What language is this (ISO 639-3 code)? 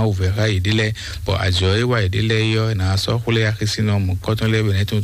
fon